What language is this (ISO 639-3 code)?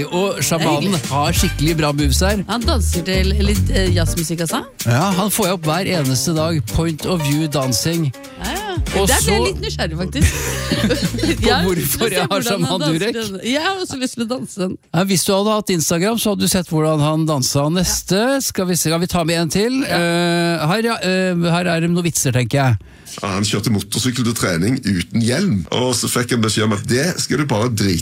nor